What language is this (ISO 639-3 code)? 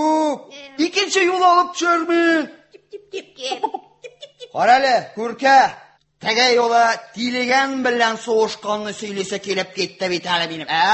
tat